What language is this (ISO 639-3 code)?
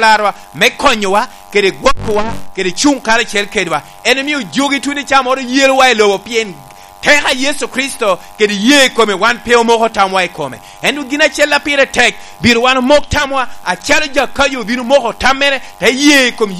laj